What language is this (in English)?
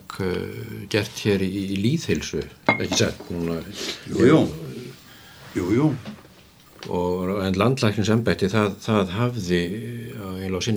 Icelandic